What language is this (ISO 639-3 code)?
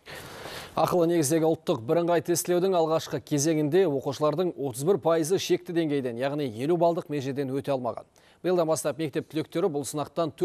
kaz